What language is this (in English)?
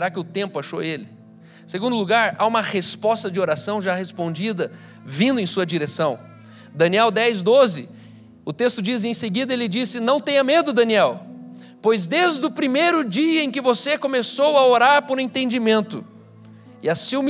Portuguese